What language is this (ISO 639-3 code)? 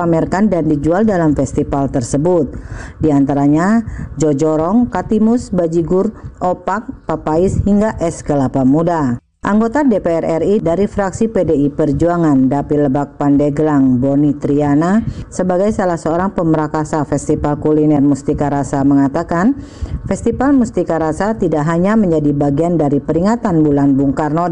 ind